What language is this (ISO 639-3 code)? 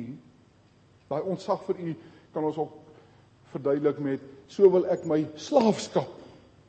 afr